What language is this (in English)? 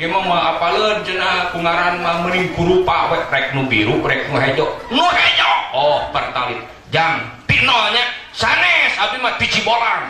Sundanese